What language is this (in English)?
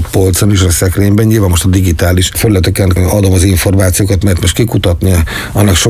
Hungarian